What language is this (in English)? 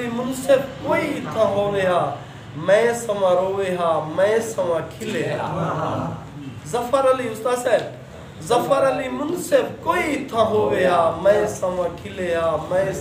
Saraiki